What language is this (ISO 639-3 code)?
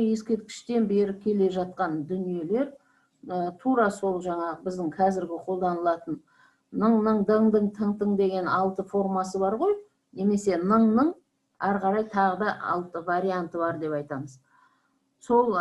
kaz